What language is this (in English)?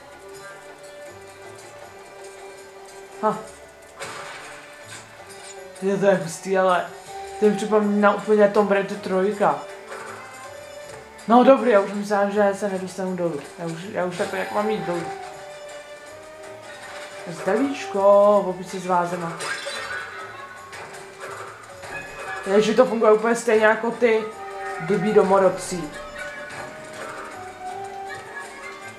Czech